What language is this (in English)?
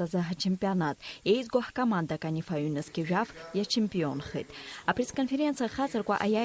Abkhazian